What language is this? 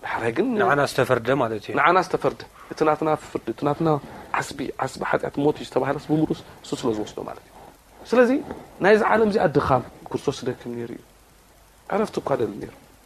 Tigrinya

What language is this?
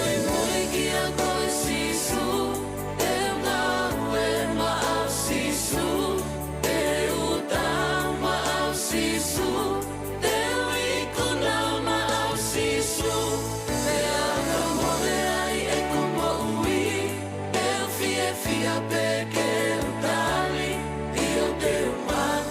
Tongan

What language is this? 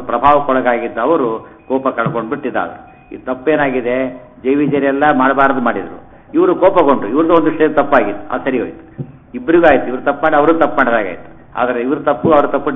Kannada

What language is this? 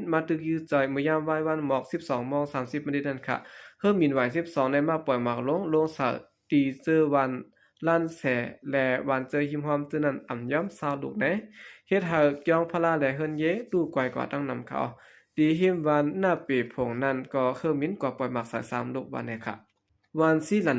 Shan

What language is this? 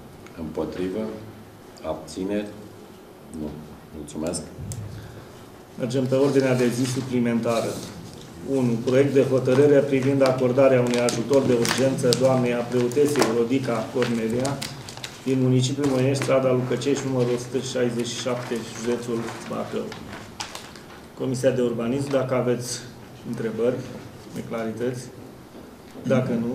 Romanian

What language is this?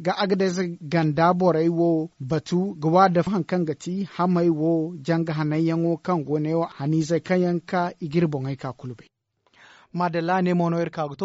Zarma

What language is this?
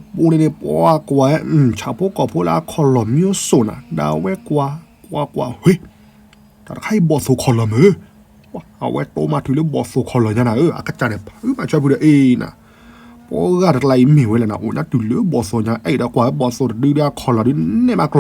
S'gaw Karen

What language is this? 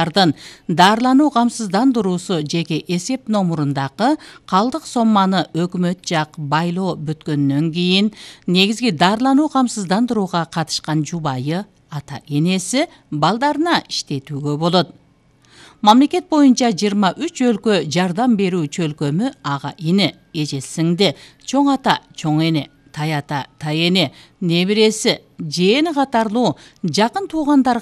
Kyrgyz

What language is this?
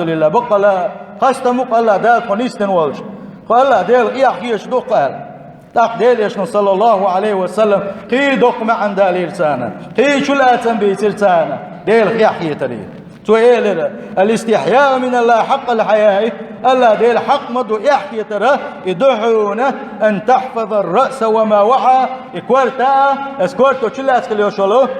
Chechen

